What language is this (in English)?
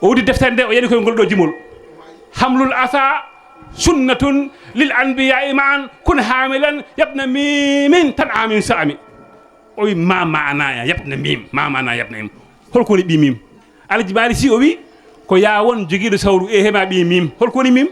Fula